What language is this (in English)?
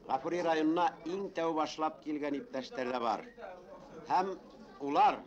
Bashkir